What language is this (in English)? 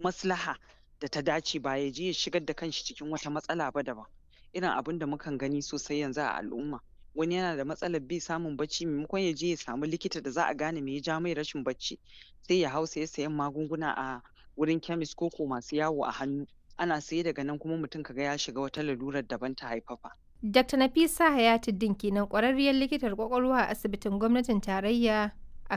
Hausa